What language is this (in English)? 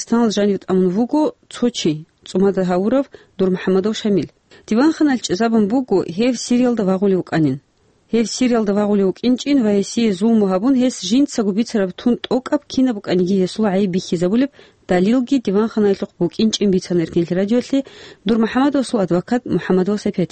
Avaric